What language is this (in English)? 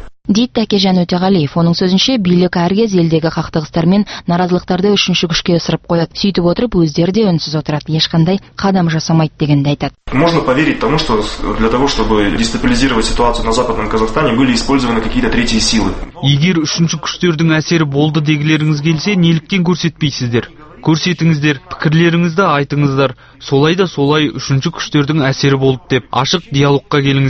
Kazakh